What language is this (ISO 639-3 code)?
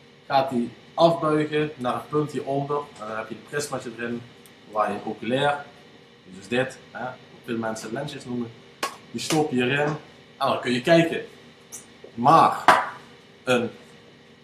nld